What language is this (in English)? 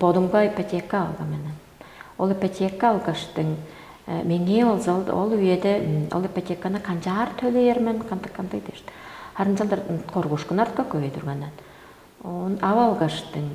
Tuvinian